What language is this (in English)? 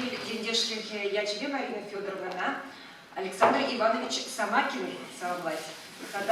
Chuvash